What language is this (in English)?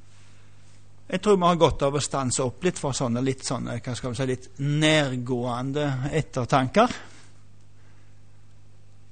Norwegian